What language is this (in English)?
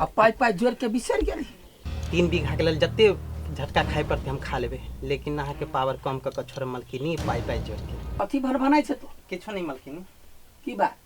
Maithili